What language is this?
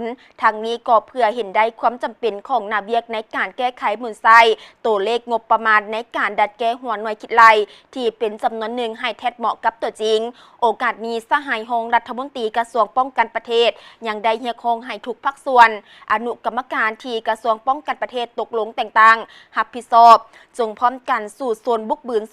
Lao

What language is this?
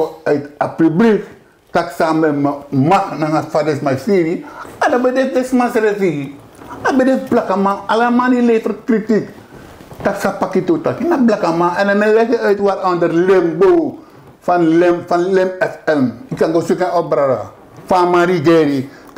Sranan Tongo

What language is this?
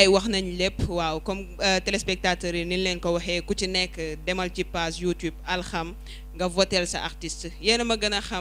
Wolof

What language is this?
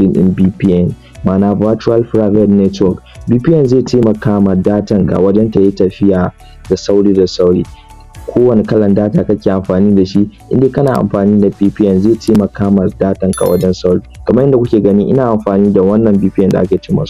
Hausa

